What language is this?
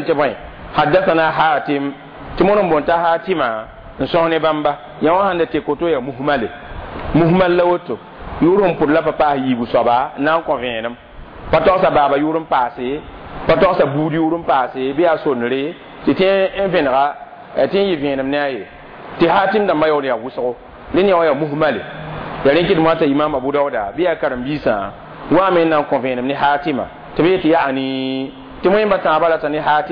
Mossi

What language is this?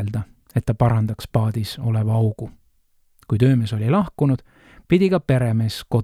Estonian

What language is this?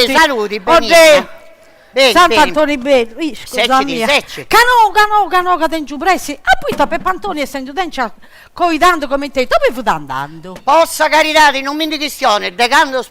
Sardinian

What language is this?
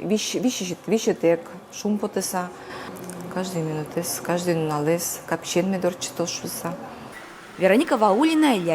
Udmurt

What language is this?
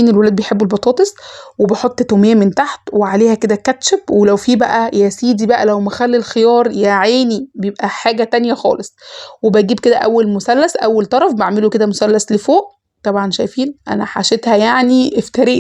Egyptian Arabic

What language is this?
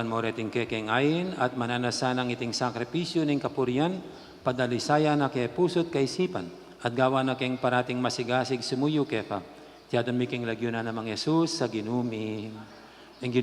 Pampanga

